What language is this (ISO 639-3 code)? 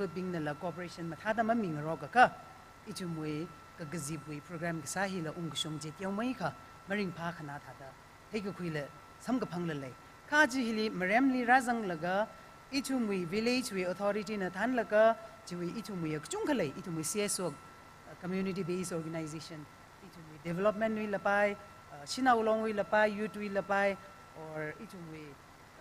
nmf